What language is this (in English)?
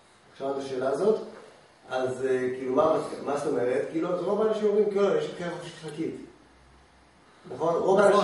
Hebrew